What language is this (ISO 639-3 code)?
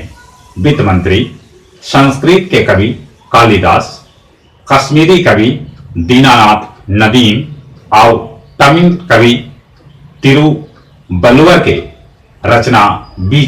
mag